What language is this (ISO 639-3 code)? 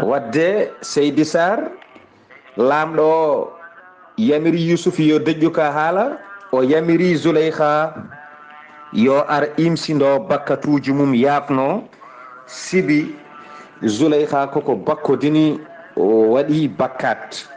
ful